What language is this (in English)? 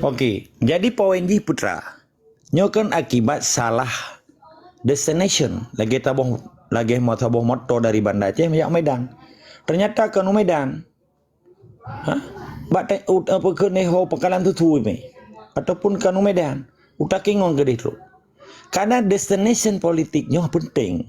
Achinese